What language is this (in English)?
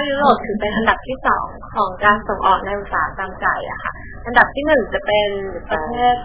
Thai